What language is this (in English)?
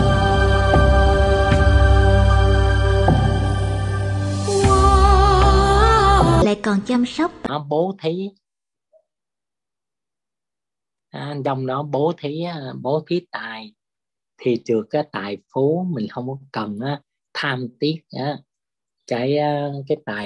Vietnamese